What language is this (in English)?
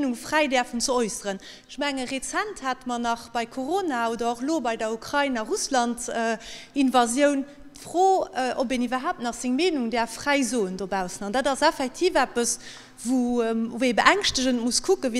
Luxembourgish